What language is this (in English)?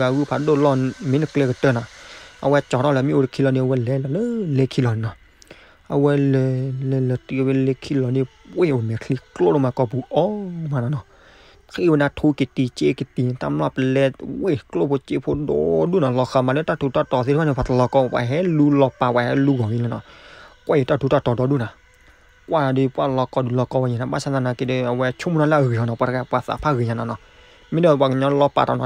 S'gaw Karen